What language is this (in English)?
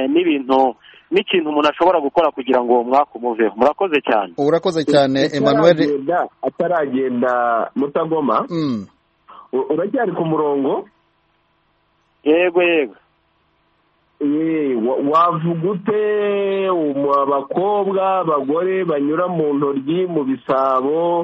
Kinyarwanda